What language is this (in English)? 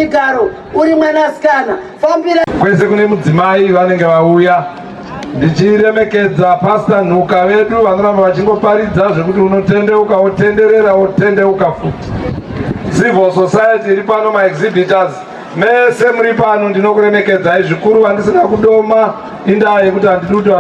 Shona